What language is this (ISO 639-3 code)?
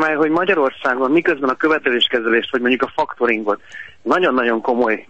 hun